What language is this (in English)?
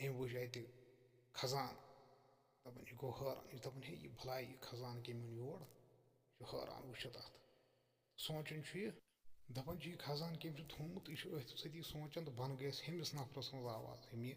Kashmiri